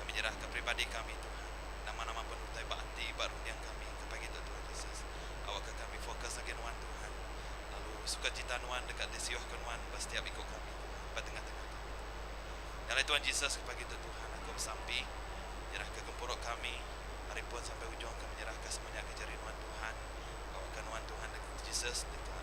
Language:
Iban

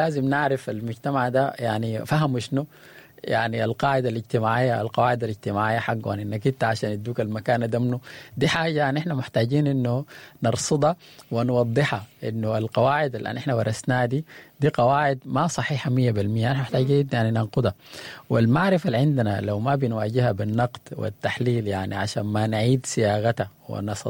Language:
Sudanese Arabic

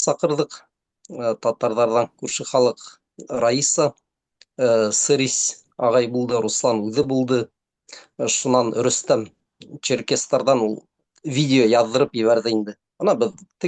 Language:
Bashkir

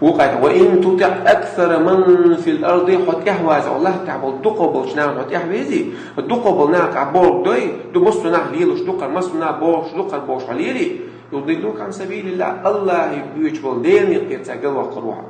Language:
Chechen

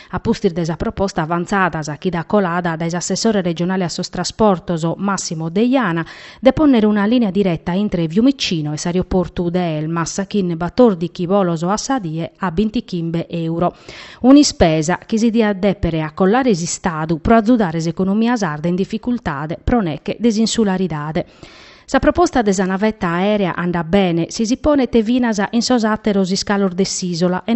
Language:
Sardinian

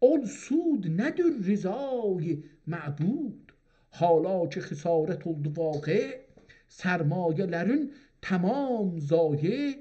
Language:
South Azerbaijani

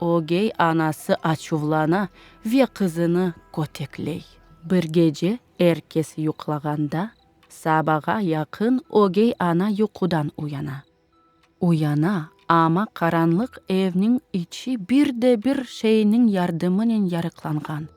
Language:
Crimean Tatar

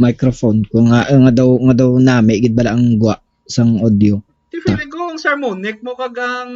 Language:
Hiligaynon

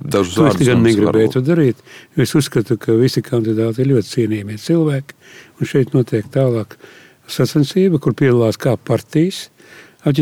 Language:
Latvian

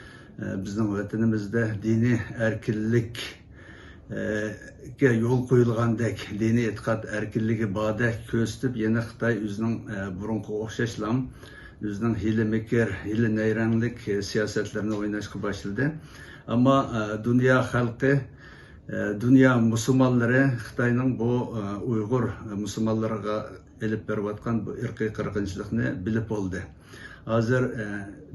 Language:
Uyghur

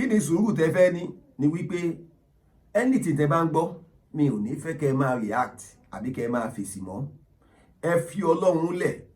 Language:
Yoruba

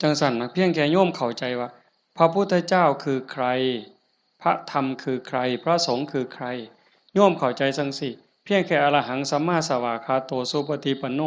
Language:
Northeastern Thai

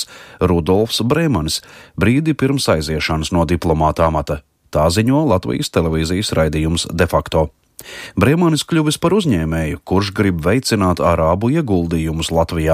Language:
Latvian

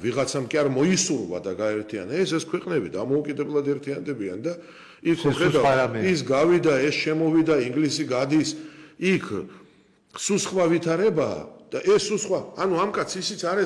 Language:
Georgian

